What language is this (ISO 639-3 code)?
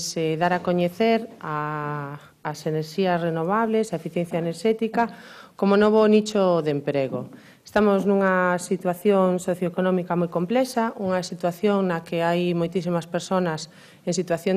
glg